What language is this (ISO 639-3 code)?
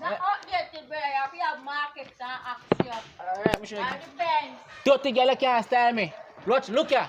jam